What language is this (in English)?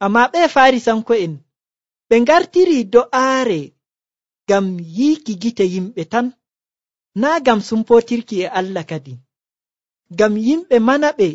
Nigerian Fulfulde